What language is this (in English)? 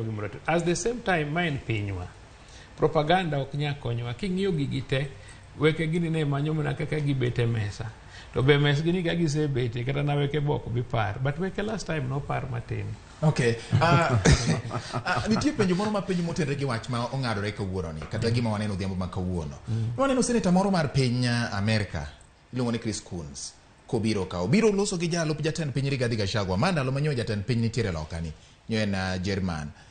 Luo (Kenya and Tanzania)